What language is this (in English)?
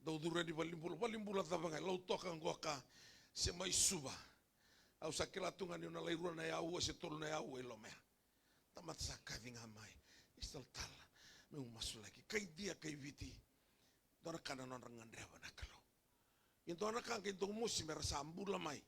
Fijian